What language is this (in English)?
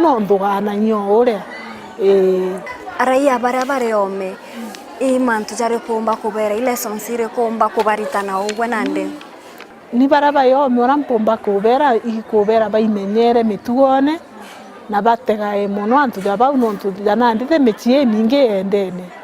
Meru